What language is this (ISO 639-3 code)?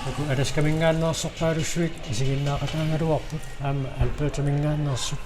kal